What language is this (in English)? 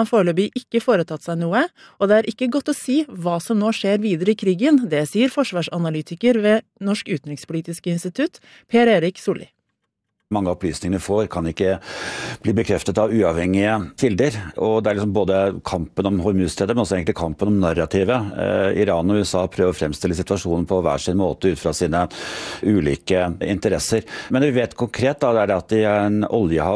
Norwegian